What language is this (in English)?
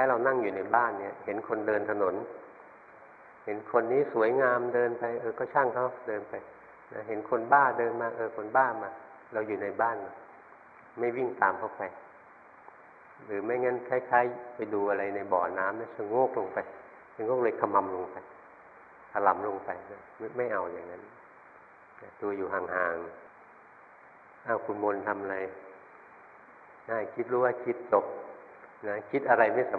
Thai